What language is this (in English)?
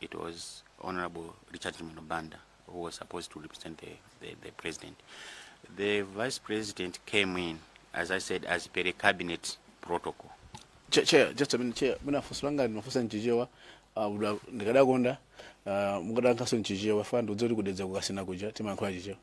Nyanja